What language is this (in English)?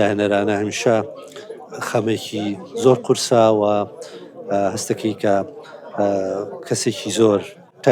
Central Kurdish